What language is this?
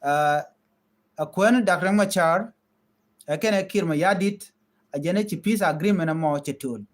Nuer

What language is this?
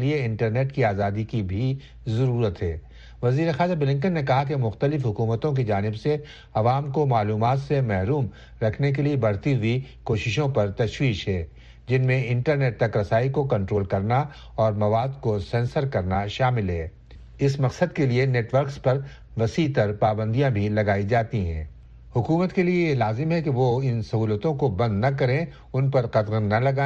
Urdu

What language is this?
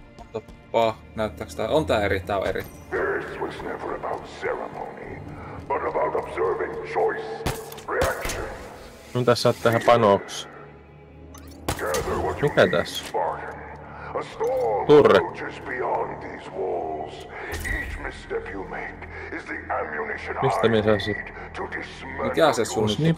Finnish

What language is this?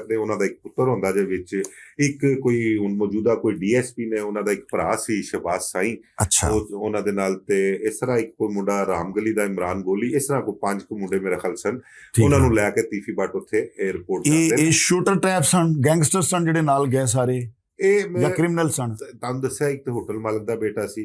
Western Panjabi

